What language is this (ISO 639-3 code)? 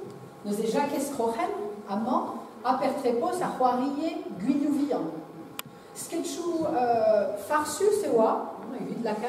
bre